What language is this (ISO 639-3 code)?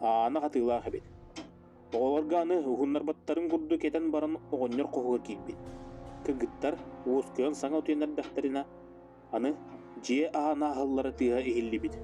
sah